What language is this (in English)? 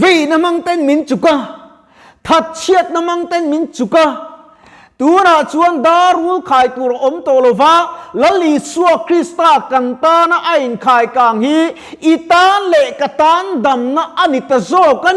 Mizo